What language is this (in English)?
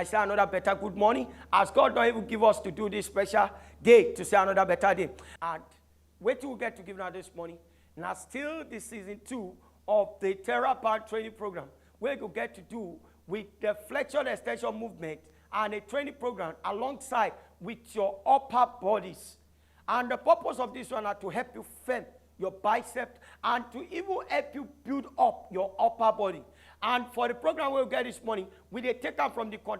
Nigerian Pidgin